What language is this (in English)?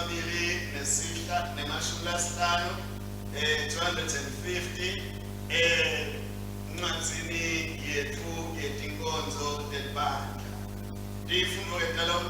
Swati